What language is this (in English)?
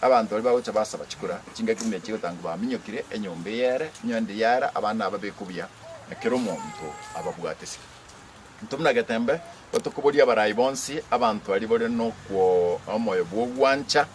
Gusii